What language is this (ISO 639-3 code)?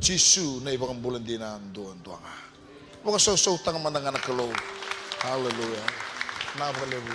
fij